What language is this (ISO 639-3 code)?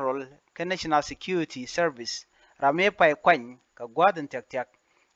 nus